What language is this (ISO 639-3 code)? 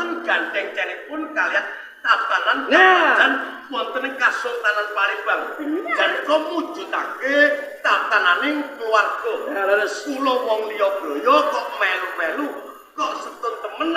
jav